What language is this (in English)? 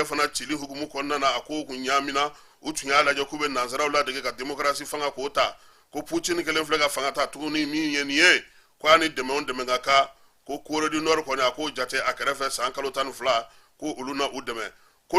Bambara